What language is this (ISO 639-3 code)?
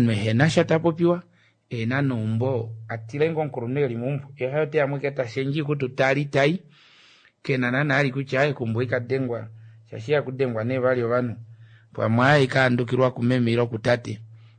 kua